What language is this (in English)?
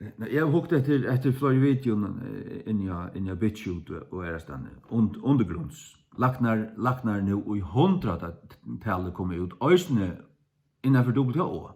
Faroese